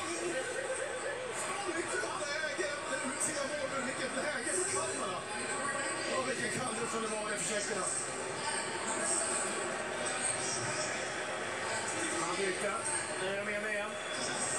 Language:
Swedish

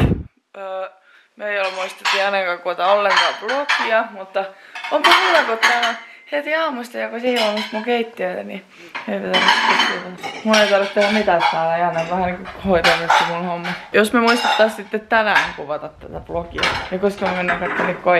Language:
Finnish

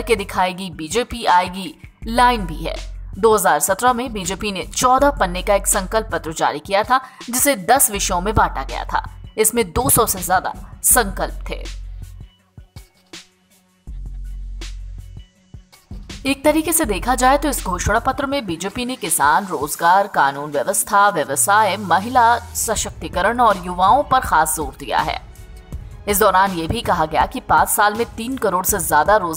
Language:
Hindi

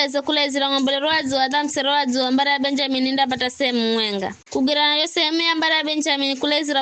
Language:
Giryama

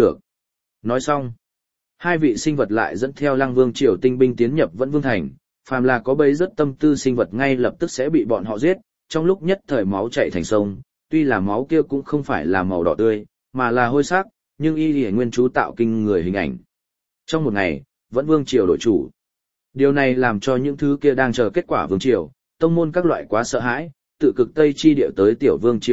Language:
Vietnamese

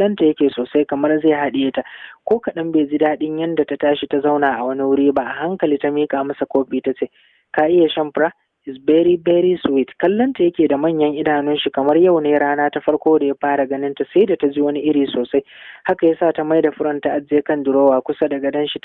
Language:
Hausa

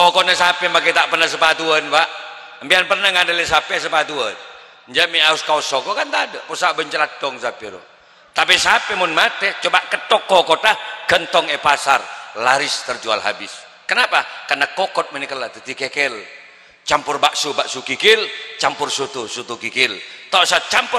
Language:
Madurese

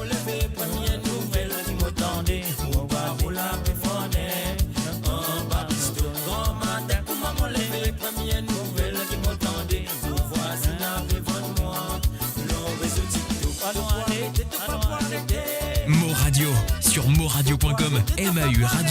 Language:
Morisyen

